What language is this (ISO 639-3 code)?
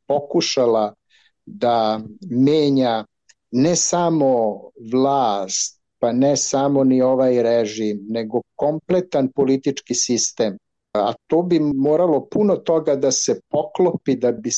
srp